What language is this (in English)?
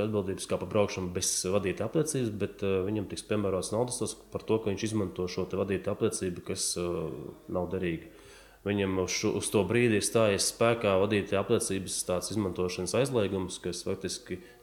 Latvian